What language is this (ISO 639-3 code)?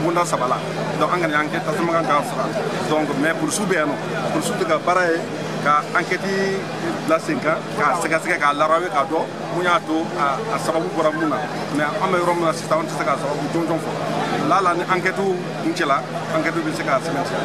bam